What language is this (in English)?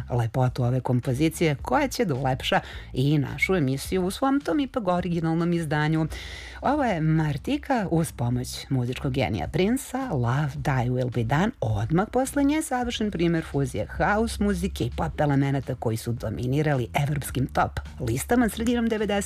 Serbian